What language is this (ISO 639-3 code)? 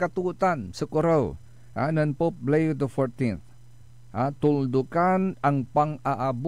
pag